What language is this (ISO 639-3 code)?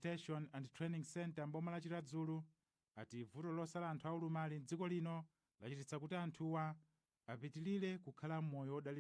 nya